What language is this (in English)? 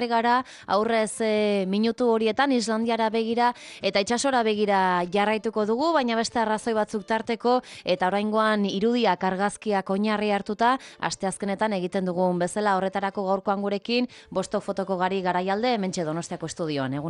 Basque